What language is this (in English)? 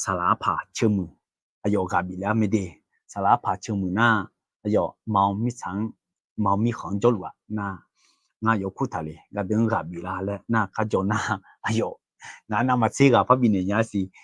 Akha